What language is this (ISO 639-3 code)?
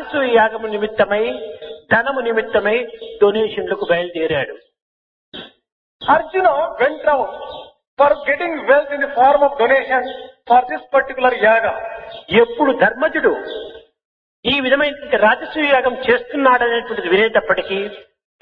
tel